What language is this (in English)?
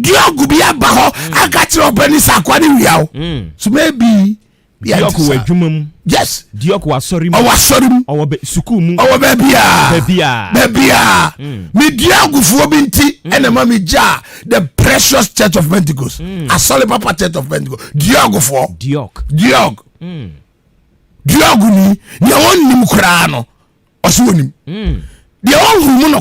Akan